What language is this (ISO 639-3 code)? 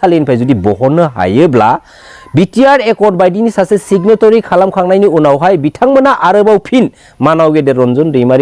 brx